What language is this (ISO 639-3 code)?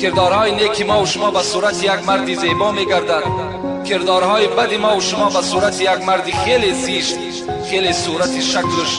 tgk